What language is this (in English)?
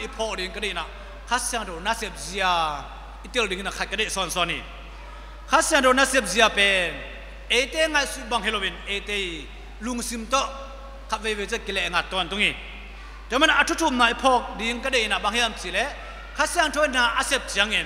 Tedim Chin